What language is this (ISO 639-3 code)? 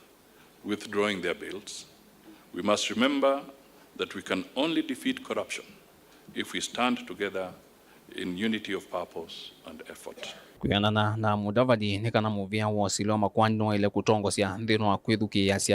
kam